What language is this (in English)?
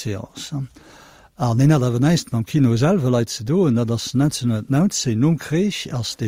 Luxembourgish